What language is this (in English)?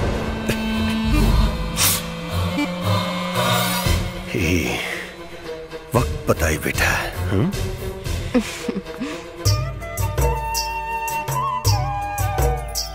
Bhojpuri